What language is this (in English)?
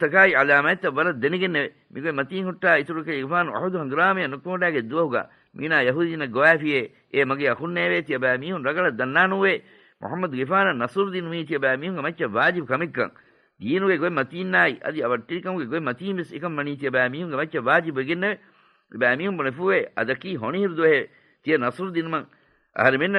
Divehi